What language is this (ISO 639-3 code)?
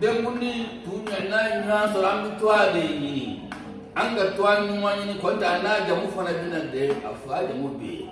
bam